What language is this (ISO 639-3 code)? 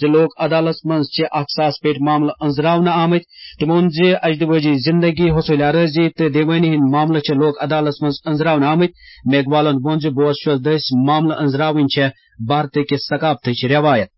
kas